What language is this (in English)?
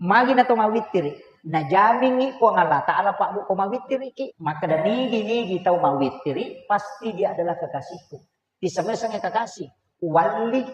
Buginese